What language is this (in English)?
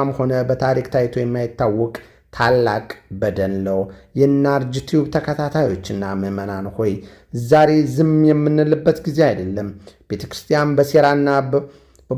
Amharic